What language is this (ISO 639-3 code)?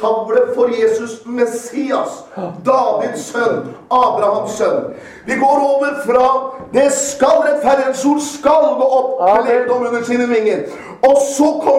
nor